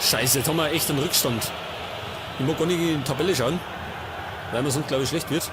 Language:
Bavarian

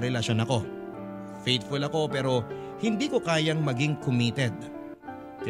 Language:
Filipino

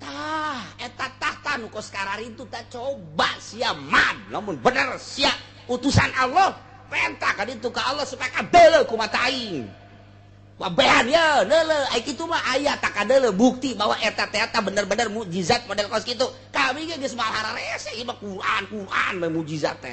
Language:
Sundanese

